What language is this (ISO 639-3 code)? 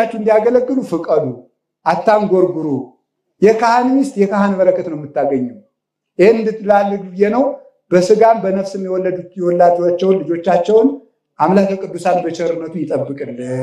amh